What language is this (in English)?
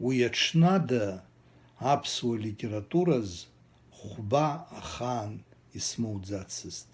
Abkhazian